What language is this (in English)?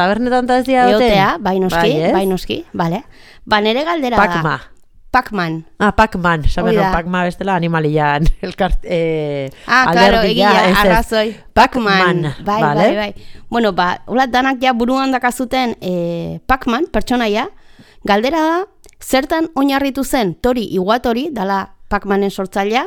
Basque